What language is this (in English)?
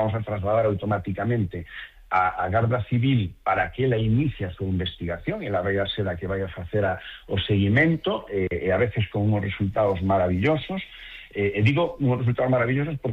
Galician